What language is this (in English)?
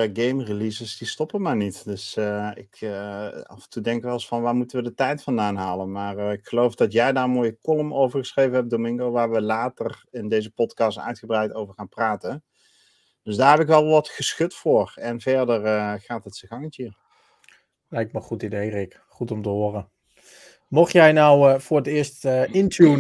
Dutch